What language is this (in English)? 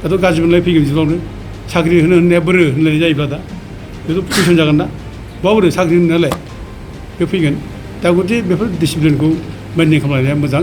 Bodo